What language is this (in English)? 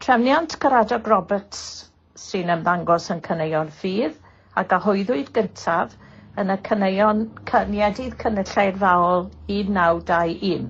Welsh